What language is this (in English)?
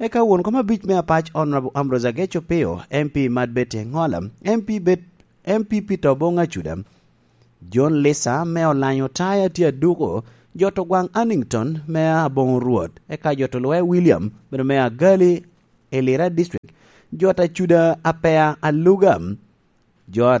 Lango (Uganda)